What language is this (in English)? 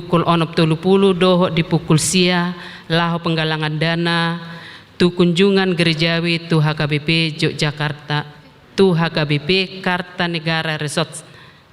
Batak Toba